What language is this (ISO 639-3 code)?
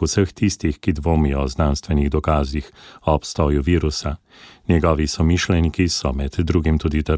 slv